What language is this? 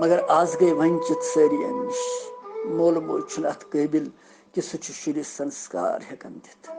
Kashmiri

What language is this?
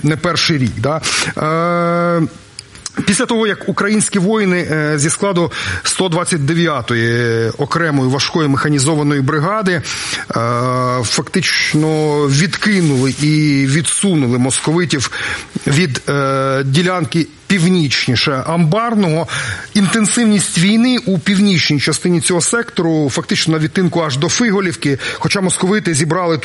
Ukrainian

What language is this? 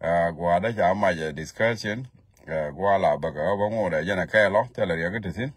Nuer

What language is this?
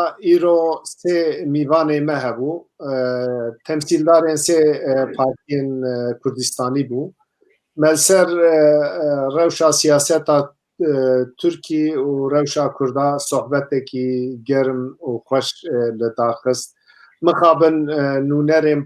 Kurdish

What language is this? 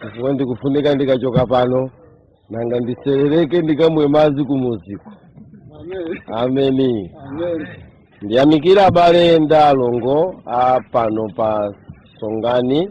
Nyanja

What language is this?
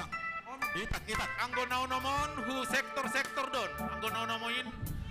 Batak Simalungun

